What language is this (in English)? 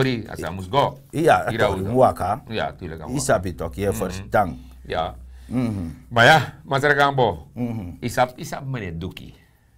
Sranan Tongo